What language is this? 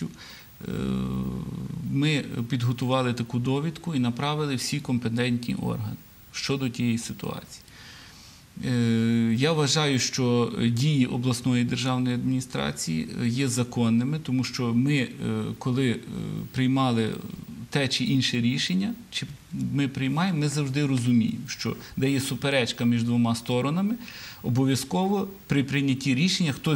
Ukrainian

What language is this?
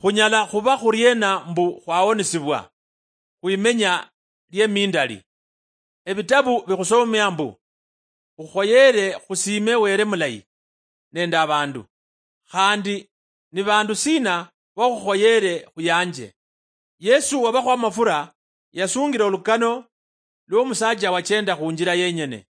Luyia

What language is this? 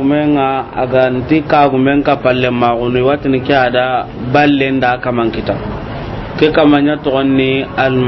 Soninke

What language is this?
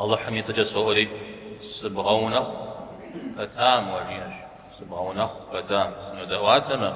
Kabardian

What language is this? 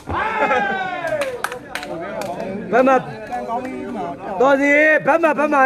Burmese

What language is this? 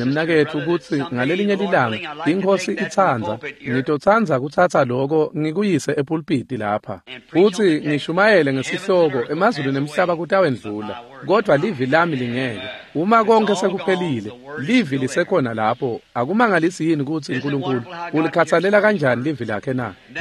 Swati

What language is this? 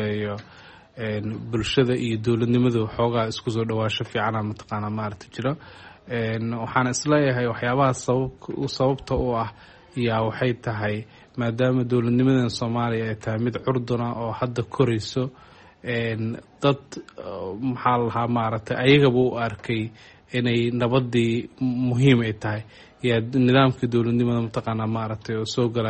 Somali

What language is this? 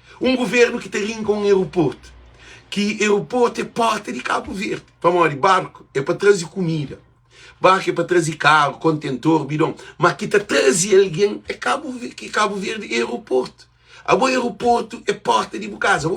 Kabuverdianu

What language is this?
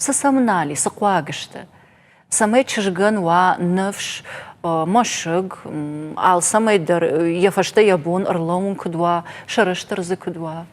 Ossetic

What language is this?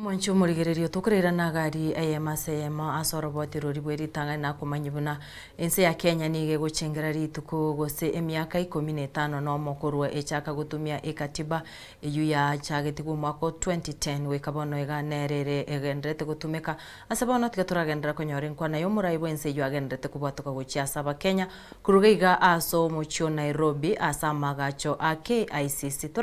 Gusii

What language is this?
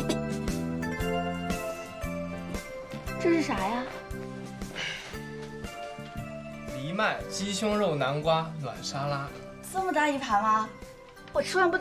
Chinese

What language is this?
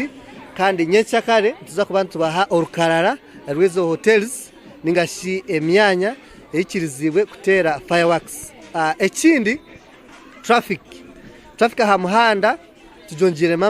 Nyankole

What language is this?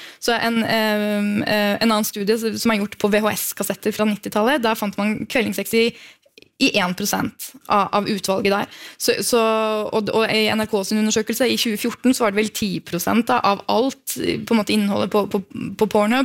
Norwegian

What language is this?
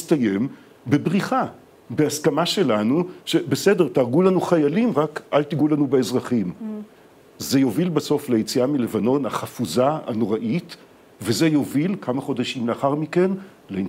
Hebrew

